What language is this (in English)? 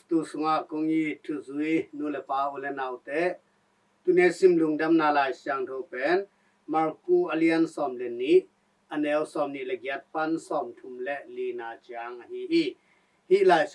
Tedim Chin